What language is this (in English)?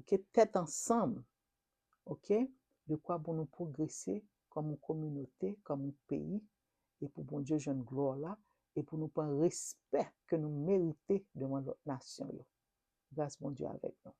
Haitian Creole